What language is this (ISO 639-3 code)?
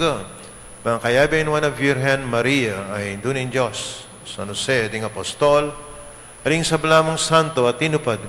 pam